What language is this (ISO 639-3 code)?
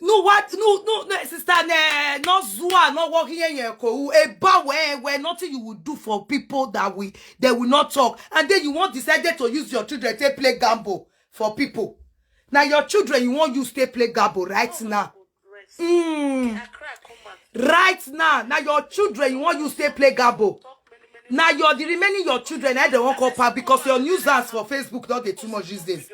pcm